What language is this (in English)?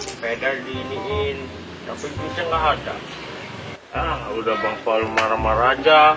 Betawi